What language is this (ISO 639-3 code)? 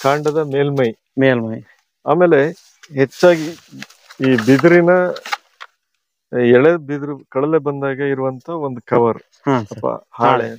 kan